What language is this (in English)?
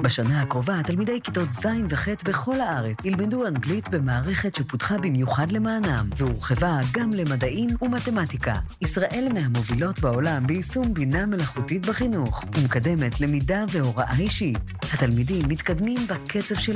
Hebrew